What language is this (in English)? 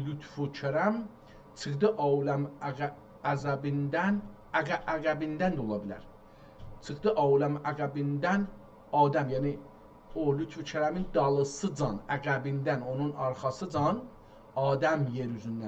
South Azerbaijani